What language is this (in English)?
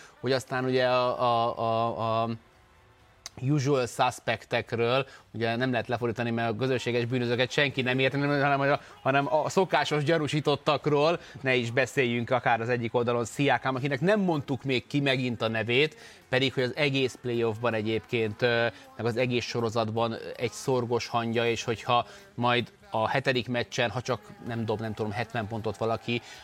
Hungarian